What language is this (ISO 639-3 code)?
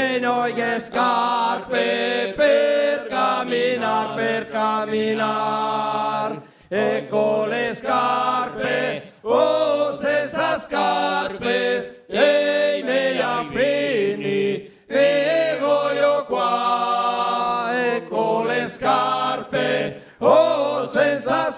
vec